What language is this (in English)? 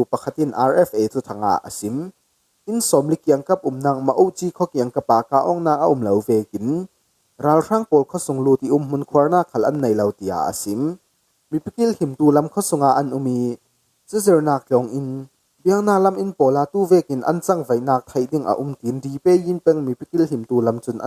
Falam Chin